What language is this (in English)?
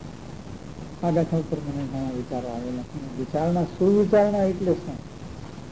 Gujarati